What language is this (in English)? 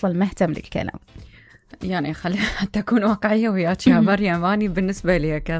Mesopotamian Arabic